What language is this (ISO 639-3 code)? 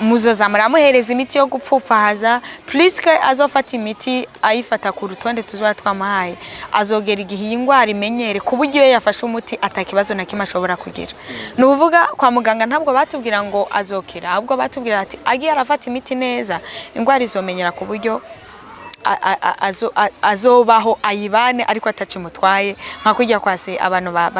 run